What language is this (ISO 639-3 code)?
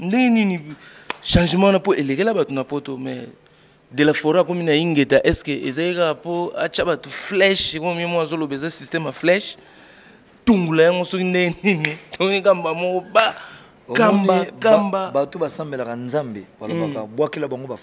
lin